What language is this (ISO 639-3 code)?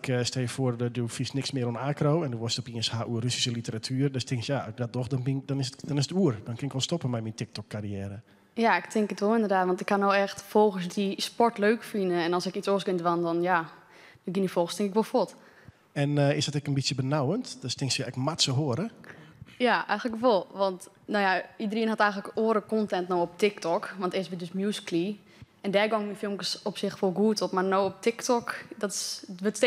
fry